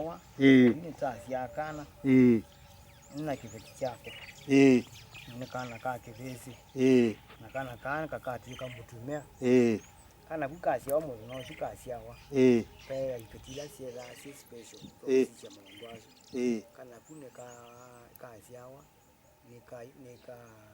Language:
Kamba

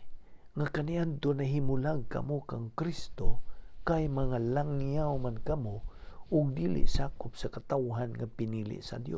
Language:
Cebuano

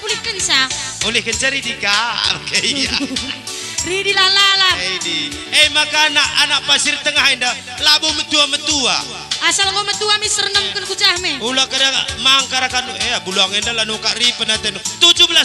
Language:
Batak Karo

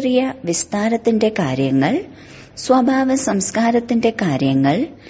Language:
Malayalam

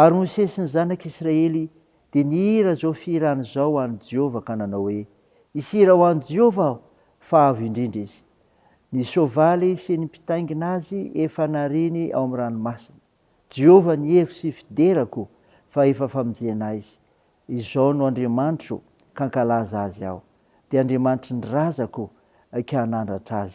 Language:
Malagasy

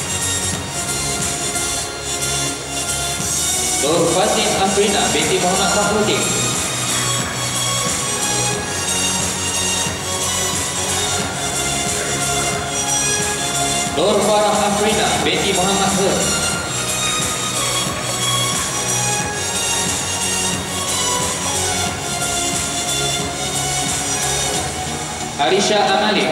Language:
Malay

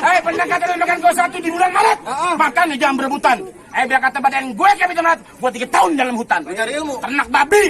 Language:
Betawi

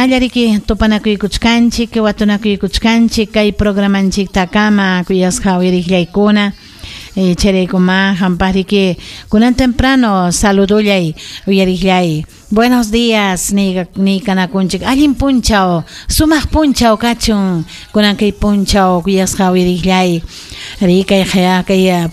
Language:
Ayacucho Quechua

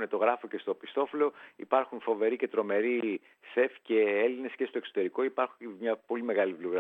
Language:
Greek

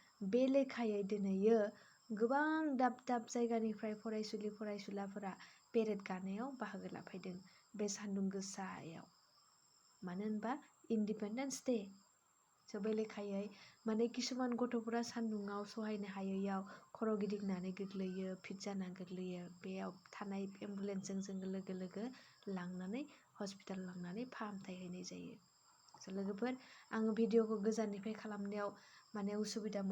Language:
Bodo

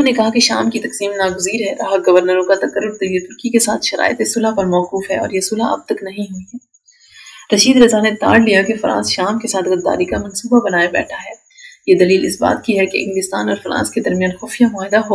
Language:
Urdu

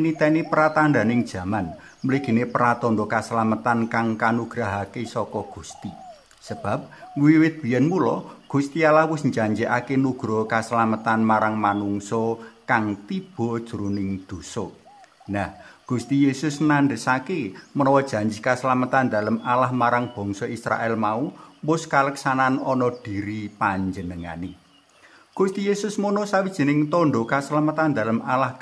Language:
Javanese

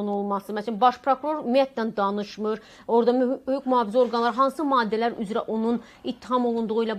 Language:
Azerbaijani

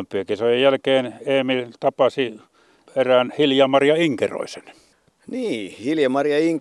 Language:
Finnish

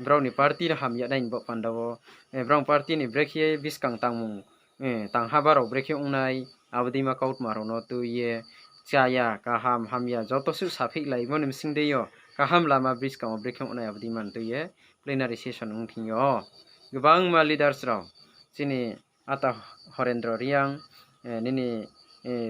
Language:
Riang (India)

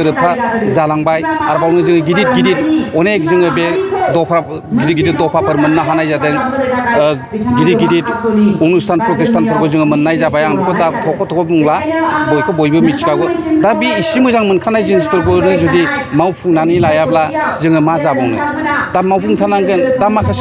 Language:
Bodo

